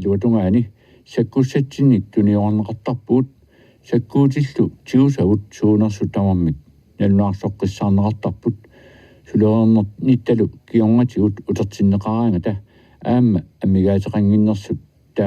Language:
Kalaallisut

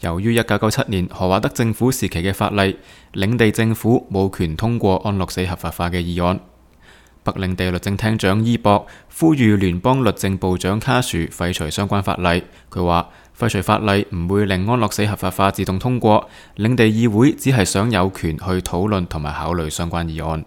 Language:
Cantonese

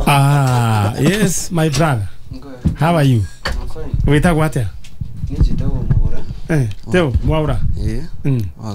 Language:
Kikuyu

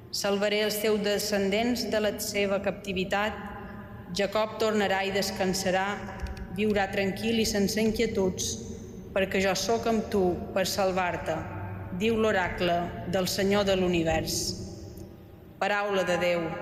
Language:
Catalan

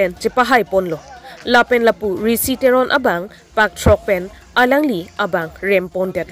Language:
Karbi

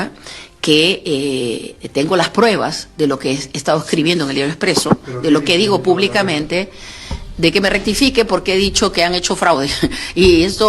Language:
Ayacucho Quechua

